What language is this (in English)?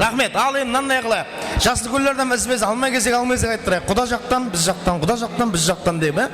Kara-Kalpak